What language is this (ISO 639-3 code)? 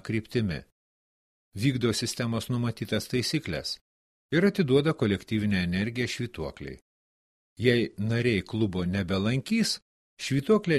lit